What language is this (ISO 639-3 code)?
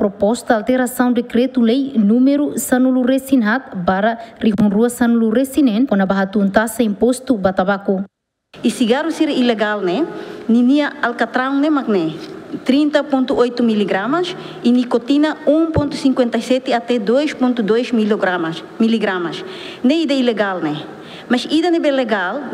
tet